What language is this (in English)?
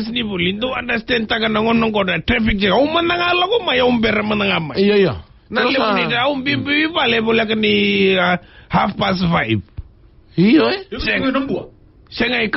Fijian